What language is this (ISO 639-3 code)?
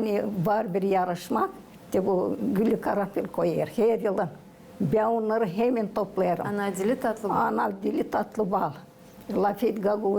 gag